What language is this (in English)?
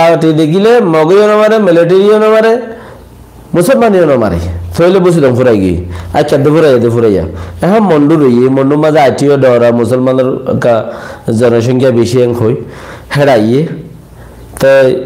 Rohingya